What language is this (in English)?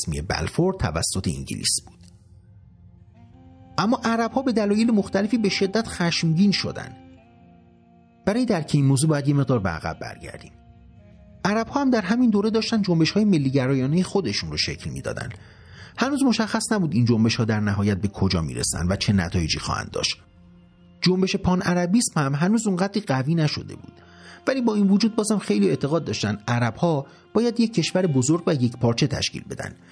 Persian